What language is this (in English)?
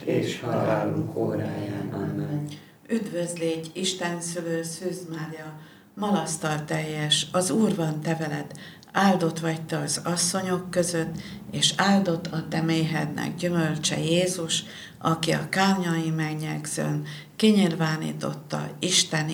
Hungarian